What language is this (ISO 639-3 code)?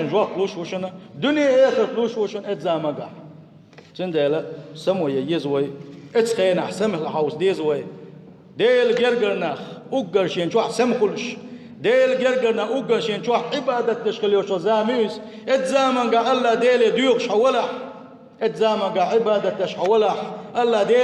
che